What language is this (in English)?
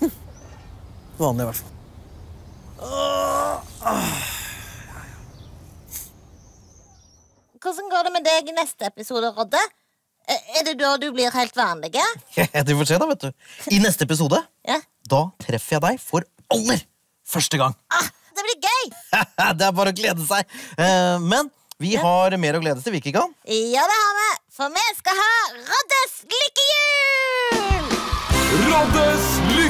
Norwegian